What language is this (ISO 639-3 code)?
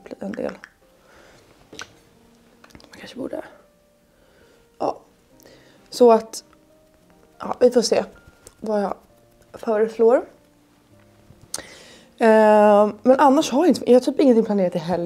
swe